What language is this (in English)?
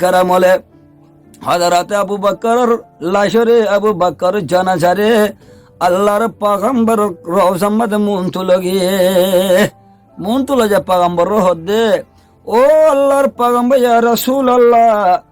Rohingya